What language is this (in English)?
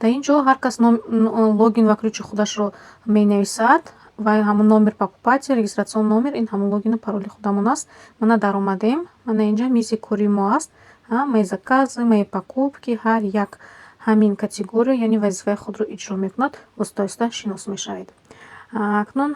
Tajik